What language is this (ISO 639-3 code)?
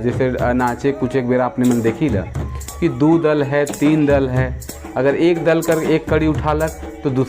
sck